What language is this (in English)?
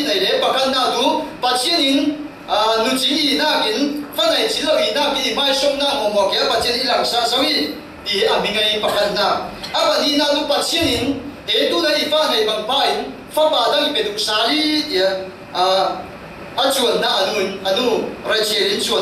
Falam Chin